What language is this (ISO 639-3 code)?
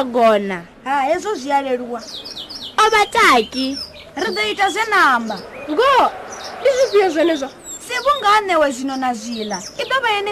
ven